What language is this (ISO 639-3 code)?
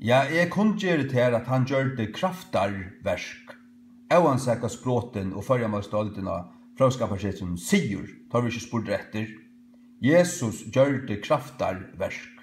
fao